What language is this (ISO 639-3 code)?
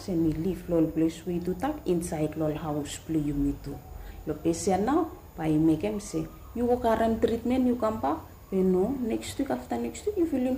bis